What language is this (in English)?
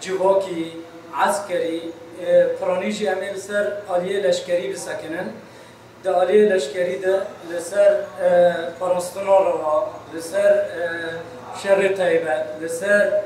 Kurdish